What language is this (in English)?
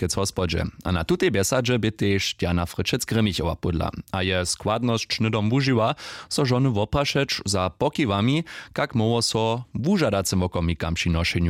Upper Sorbian